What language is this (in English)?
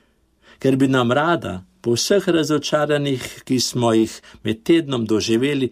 Slovenian